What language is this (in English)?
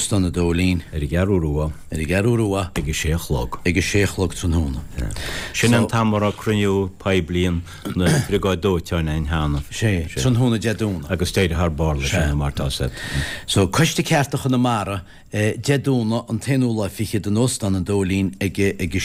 Irish